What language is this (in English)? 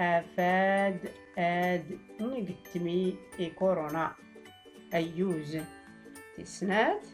Tachelhit